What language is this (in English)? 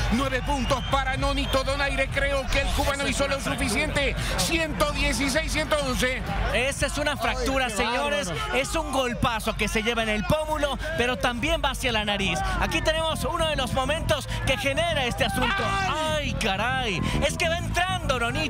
Spanish